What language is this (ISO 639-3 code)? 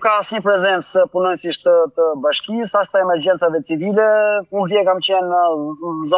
sqi